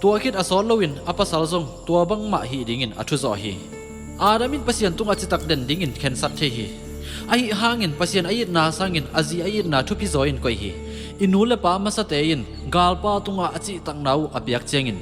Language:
Tedim Chin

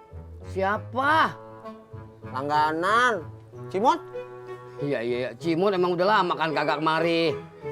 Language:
Betawi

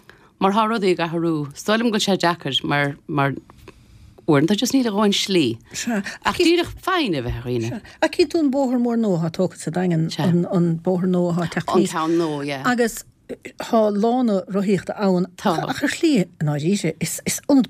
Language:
Irish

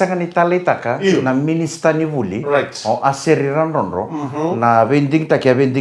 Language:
Fijian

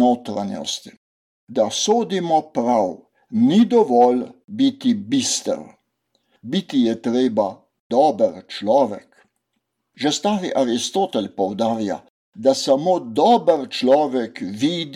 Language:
Slovenian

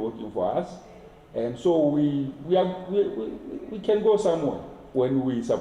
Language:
Tswana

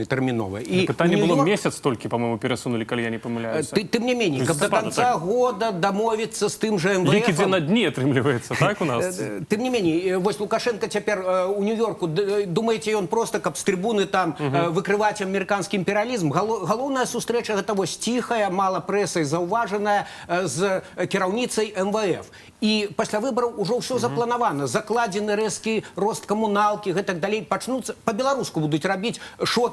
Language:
Belarusian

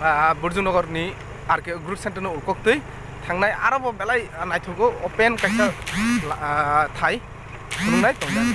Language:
Kok Borok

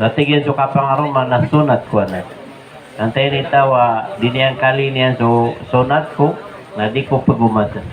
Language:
Maranao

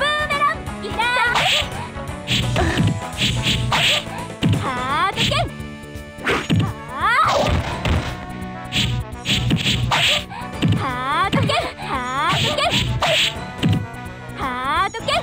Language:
Japanese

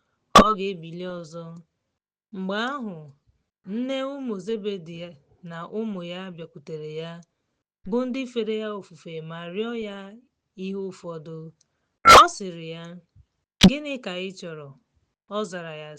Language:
Igbo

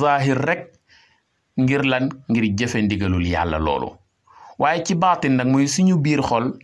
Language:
Wolof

